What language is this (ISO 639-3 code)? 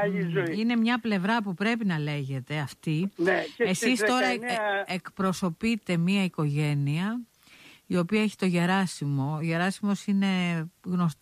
ell